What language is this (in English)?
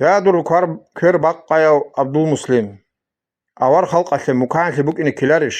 Avaric